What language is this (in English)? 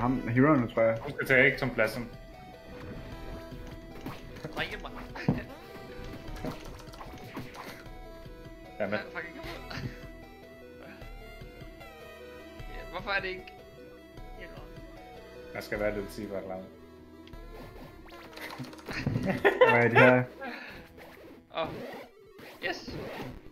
Danish